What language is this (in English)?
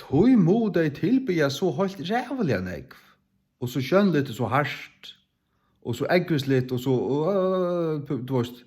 Faroese